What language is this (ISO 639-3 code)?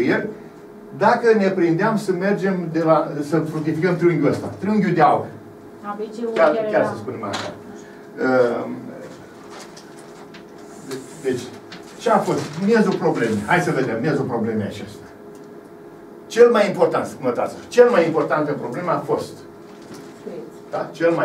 ron